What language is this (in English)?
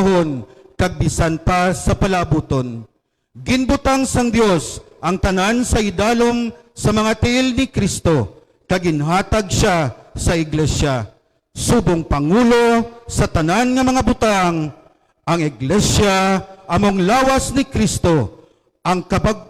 Hiligaynon